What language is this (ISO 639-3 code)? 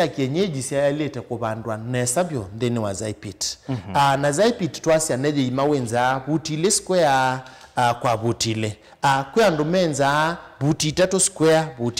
kam